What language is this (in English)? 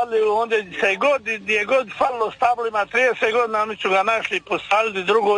Croatian